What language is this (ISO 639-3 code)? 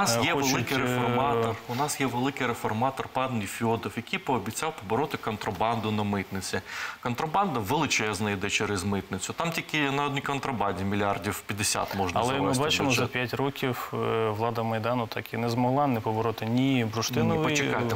ukr